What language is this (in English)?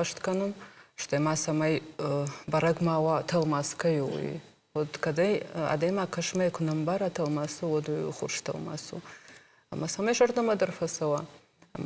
Ossetic